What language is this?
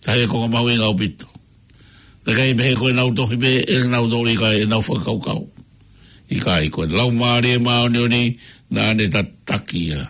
Tongan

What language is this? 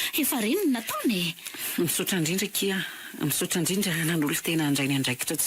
Malagasy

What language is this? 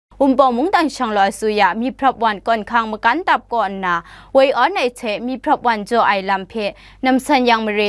Kachin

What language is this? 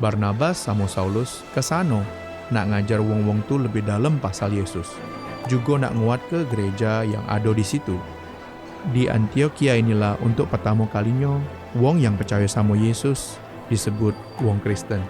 Musi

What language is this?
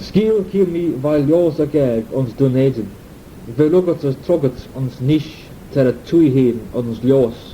Manx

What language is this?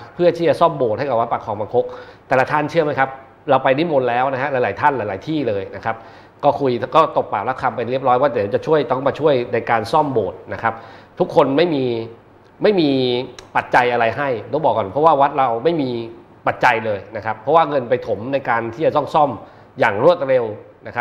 Thai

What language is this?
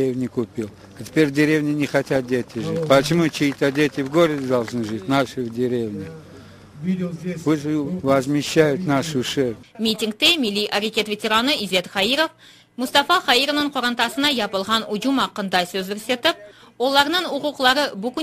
Crimean Tatar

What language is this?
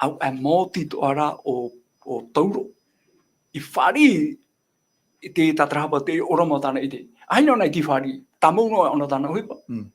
Tahitian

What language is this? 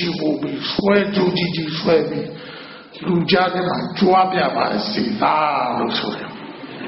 Burmese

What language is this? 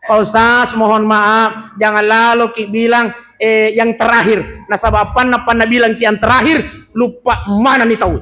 Buginese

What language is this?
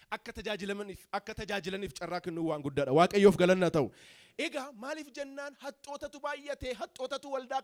Oromo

